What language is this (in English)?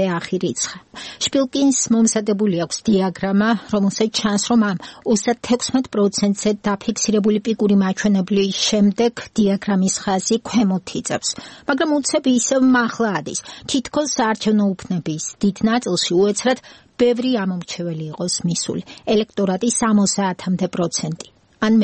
Georgian